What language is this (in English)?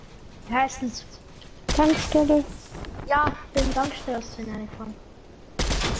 Bavarian